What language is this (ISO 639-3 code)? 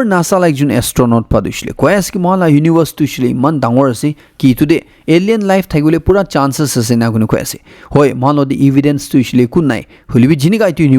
nag